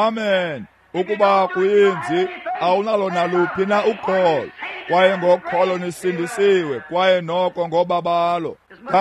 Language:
Xhosa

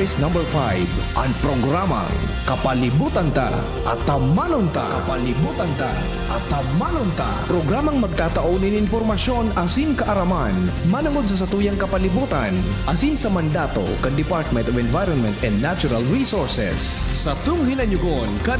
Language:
Bikol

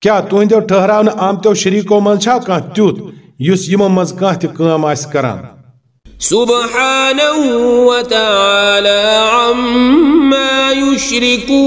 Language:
Kashmiri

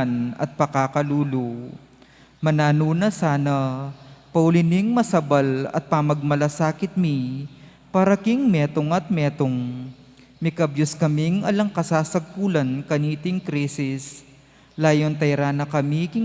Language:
Pampanga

